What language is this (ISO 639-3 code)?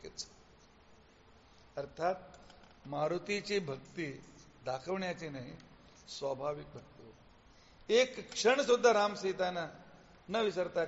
mar